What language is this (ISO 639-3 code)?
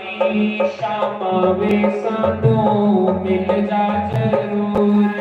doi